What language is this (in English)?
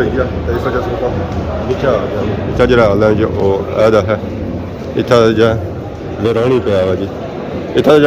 Pahari-Potwari